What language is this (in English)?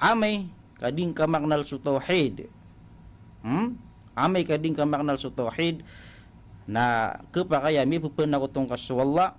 Maranao